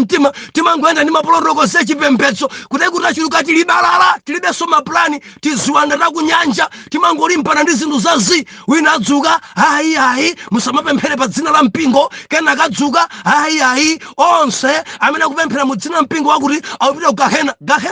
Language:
Nyanja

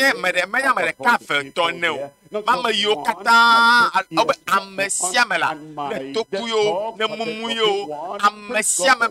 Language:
Ewe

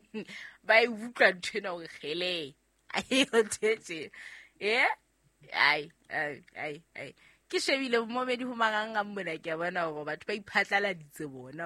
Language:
Southern Sotho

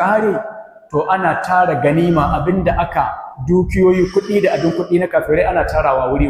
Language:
Hausa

